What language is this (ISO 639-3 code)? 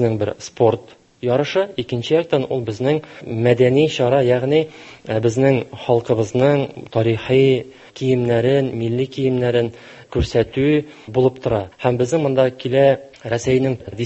tat